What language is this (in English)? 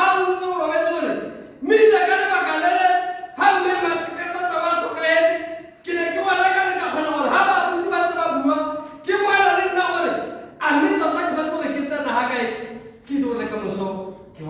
Tswana